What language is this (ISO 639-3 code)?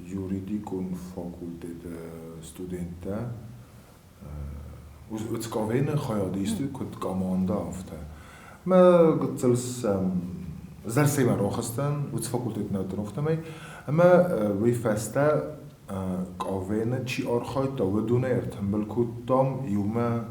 oss